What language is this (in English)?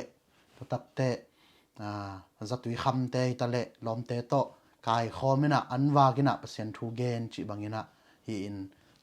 Tedim Chin